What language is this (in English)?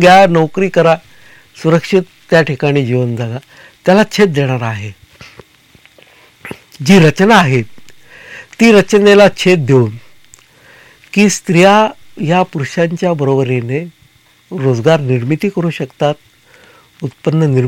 Marathi